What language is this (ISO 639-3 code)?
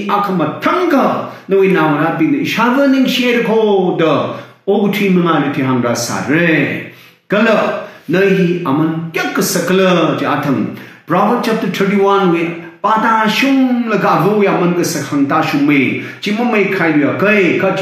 nmf